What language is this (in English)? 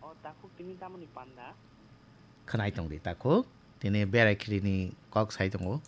Kok Borok